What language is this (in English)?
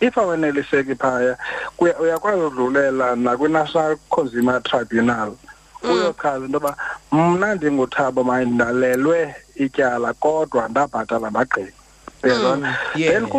Xhosa